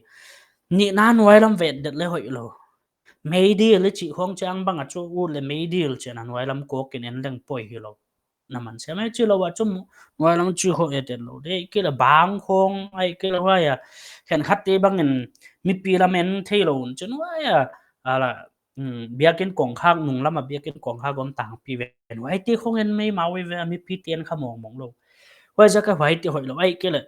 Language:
Paite Chin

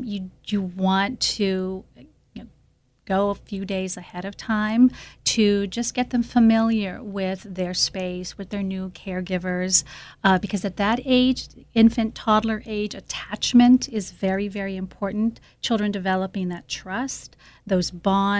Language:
English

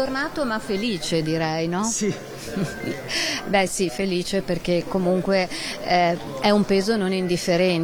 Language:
Italian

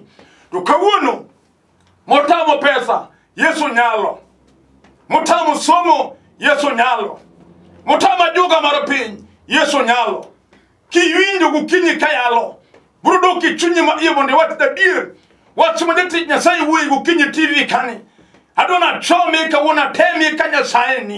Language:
Luo (Kenya and Tanzania)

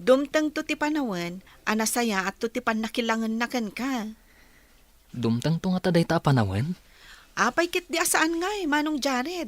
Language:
Iloko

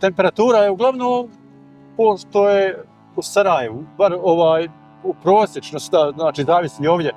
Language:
Bosnian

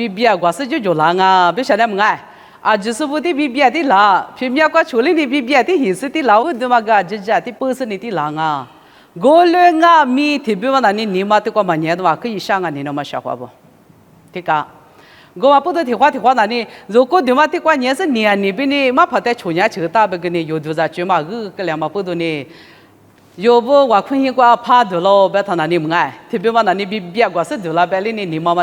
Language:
Lisu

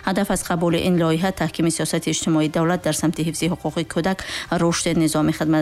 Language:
Tajik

